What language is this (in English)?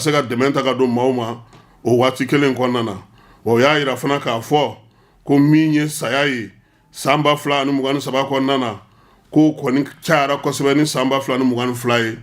Bambara